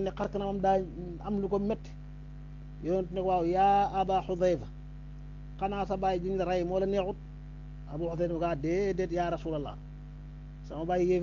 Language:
Wolof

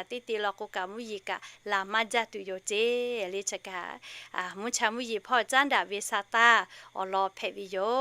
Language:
Lahu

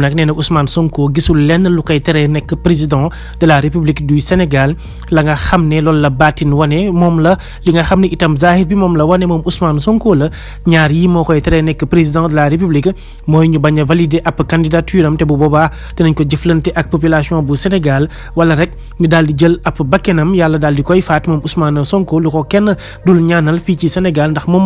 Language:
Wolof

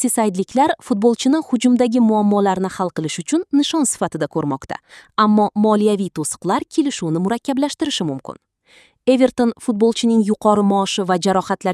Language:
Kyrgyz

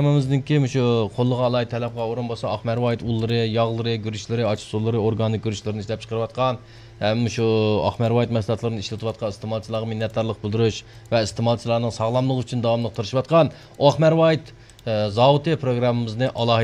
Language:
Uyghur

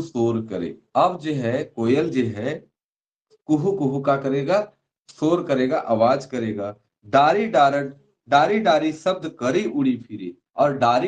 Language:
Sadri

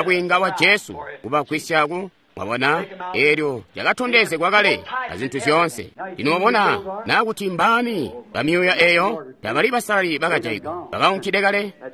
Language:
Tonga (Zambia)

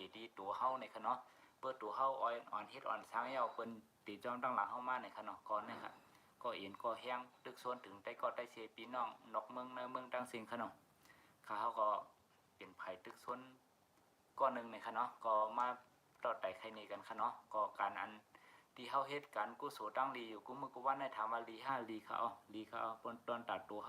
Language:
Shan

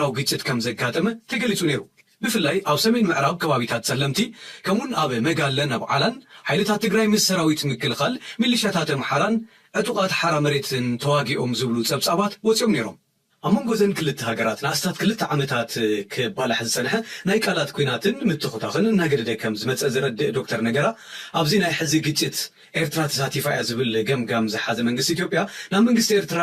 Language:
Tigrinya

